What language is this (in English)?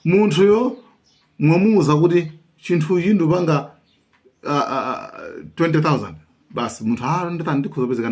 Nyanja